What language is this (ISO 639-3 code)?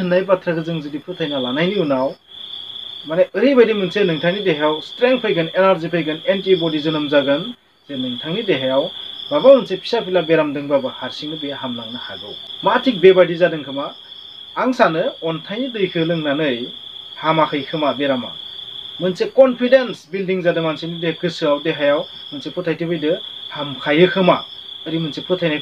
brx